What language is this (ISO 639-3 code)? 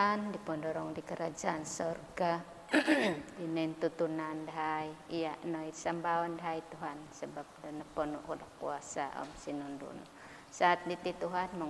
dtp